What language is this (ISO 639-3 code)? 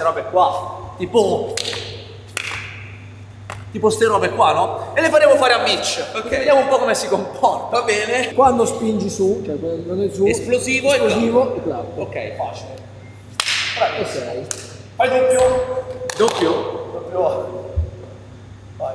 ita